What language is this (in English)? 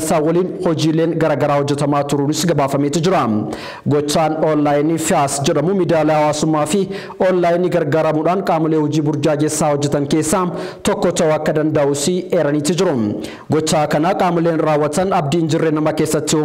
Oromo